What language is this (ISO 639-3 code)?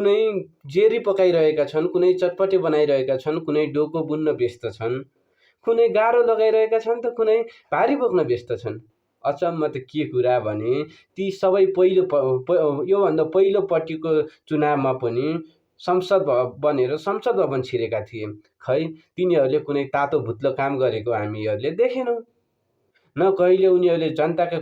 nep